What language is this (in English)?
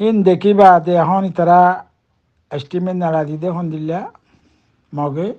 Rohingya